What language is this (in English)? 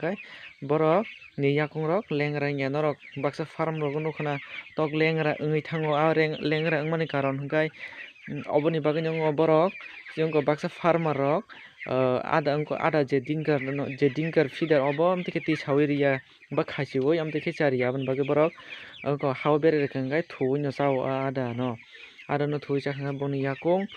Kok Borok